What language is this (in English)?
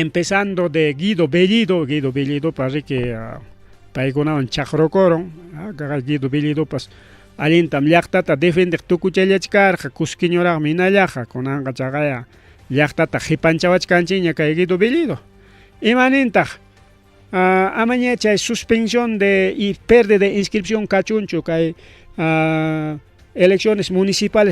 Ayacucho Quechua